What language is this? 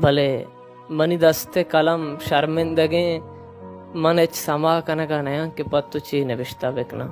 Baluchi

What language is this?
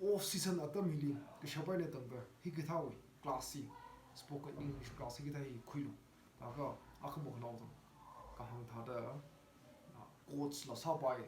Tangkhul Naga (India)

